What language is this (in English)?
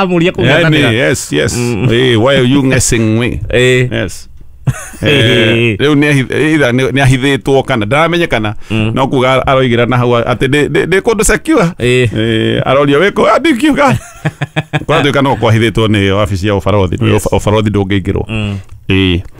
Kikuyu